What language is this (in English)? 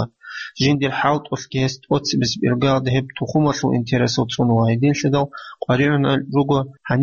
Avaric